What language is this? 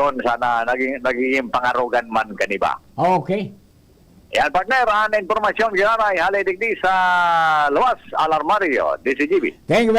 Bikol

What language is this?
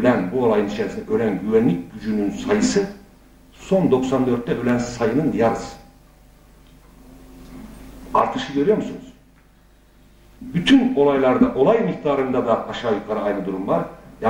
Turkish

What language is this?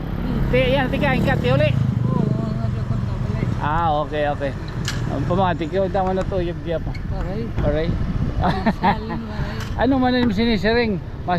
Waray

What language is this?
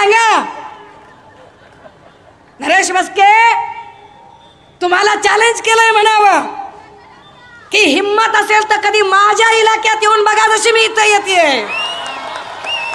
Marathi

